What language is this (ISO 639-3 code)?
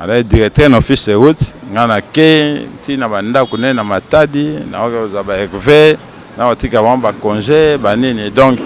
lin